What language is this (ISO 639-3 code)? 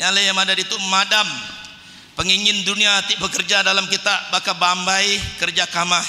iba